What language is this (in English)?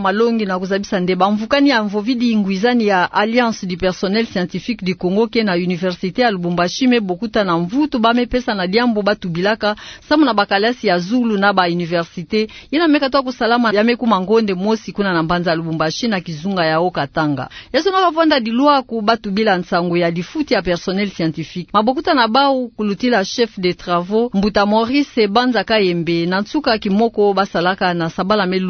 Kituba (Democratic Republic of Congo)